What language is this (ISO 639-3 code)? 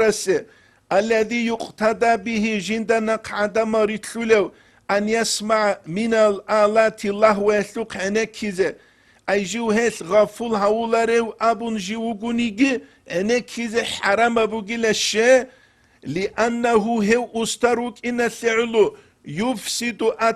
ava